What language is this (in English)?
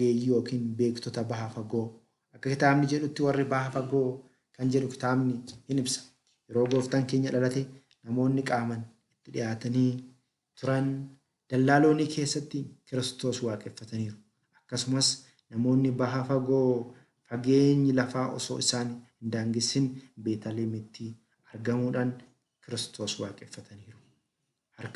Oromo